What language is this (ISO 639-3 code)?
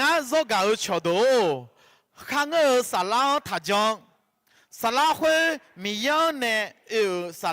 ahk